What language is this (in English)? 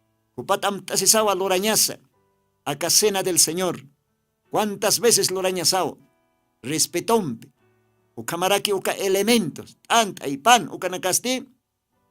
Aymara